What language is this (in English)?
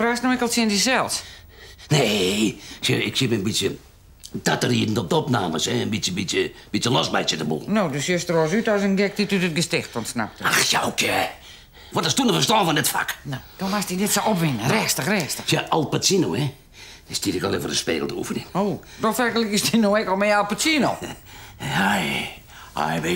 Western Frisian